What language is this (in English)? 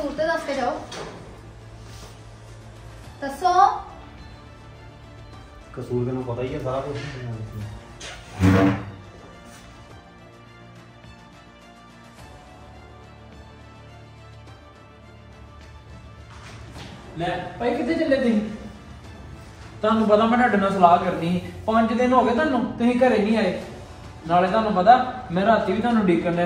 Punjabi